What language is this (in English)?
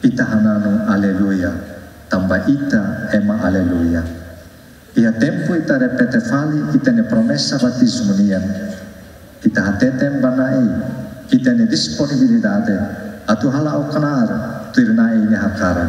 Tetum